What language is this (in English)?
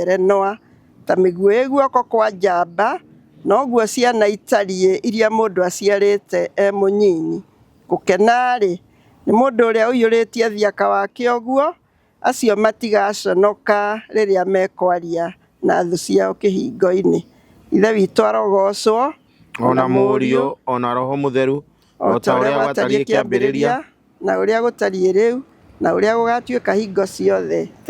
Kikuyu